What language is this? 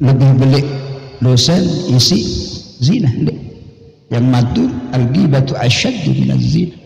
Sasak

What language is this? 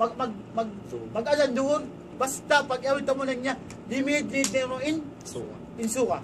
Tausug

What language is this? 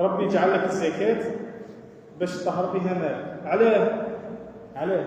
Algerian Arabic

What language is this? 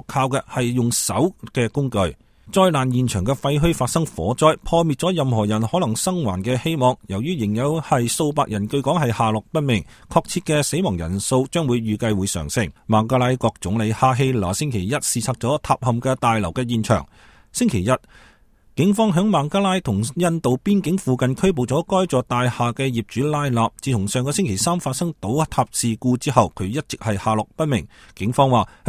Cantonese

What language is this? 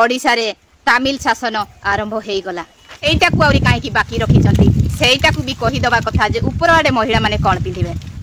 Odia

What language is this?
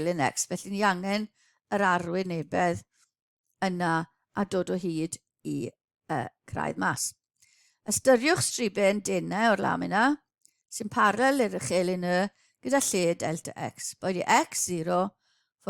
Welsh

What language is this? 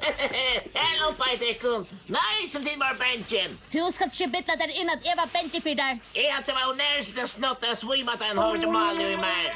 Faroese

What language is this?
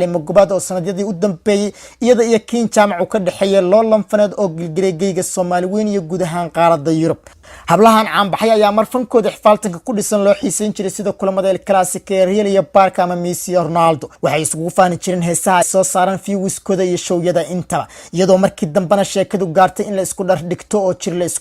Somali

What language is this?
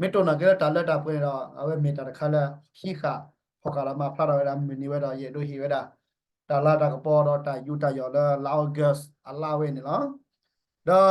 S'gaw Karen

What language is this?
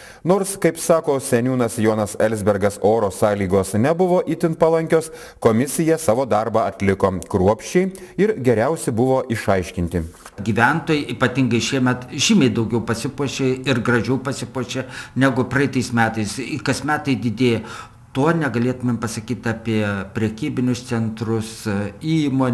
Lithuanian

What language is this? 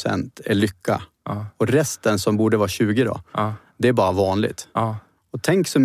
Swedish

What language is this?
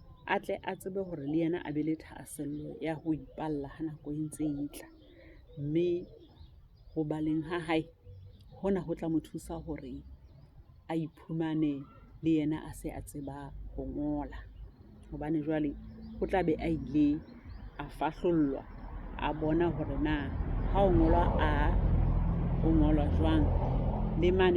Southern Sotho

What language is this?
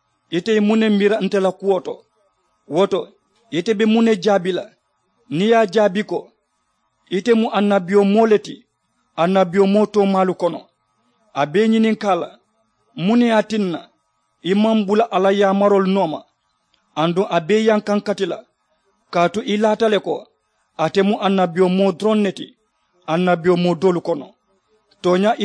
Mandingo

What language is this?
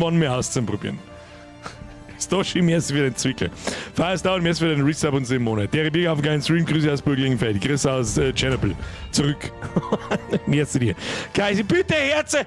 Bavarian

